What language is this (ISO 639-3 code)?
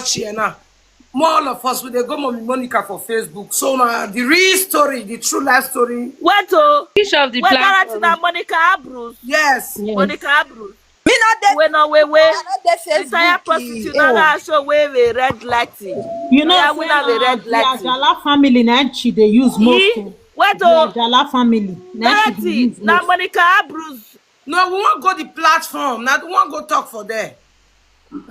pcm